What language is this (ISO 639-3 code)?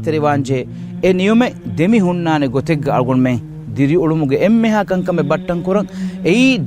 div